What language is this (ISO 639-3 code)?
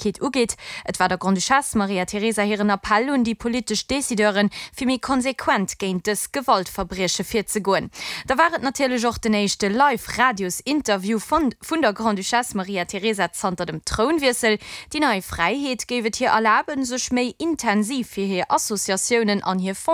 ltz